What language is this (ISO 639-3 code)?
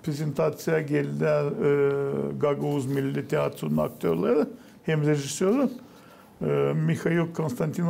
gag